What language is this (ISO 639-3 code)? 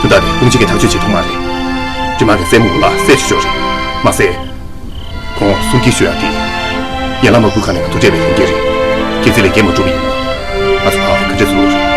bod